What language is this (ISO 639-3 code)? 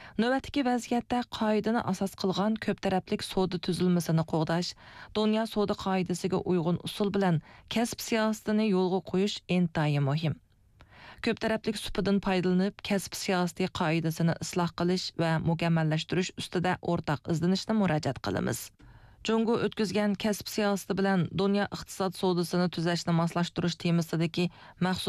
uig